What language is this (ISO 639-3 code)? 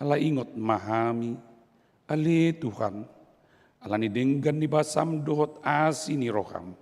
bbc